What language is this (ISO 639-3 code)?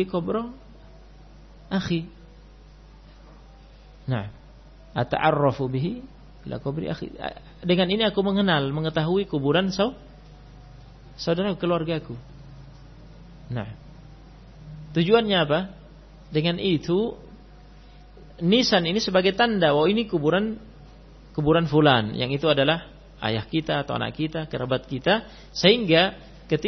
ind